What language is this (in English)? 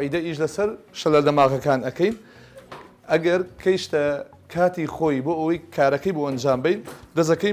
Central Kurdish